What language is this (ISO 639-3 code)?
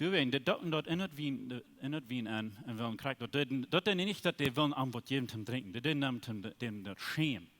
pdt